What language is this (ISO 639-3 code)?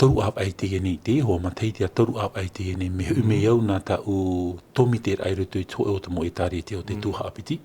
tah